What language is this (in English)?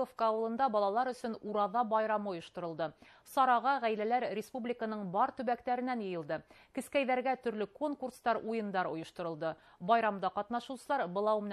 Bashkir